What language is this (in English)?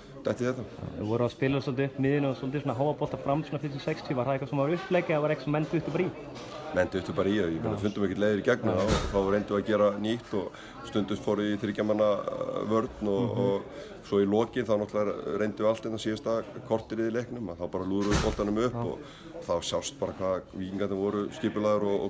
Icelandic